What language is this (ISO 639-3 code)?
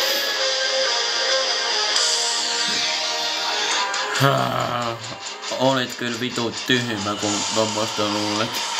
fin